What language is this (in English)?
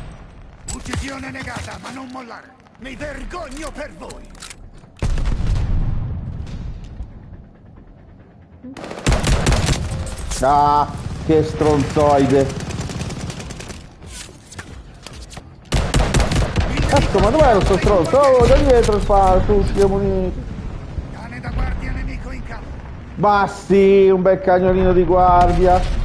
Italian